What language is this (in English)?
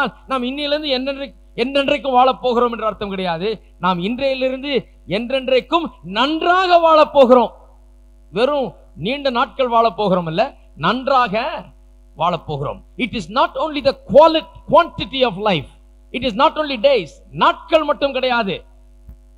Tamil